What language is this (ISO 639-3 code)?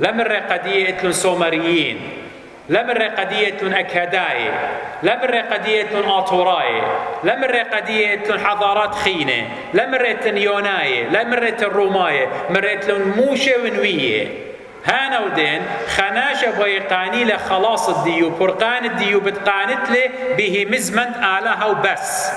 aii